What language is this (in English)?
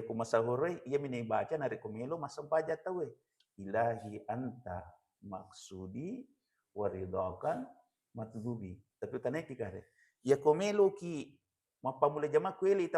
Buginese